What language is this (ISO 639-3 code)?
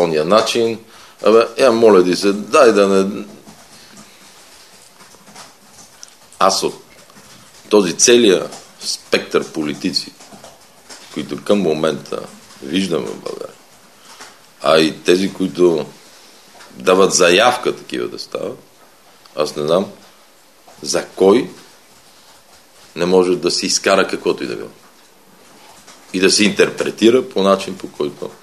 bul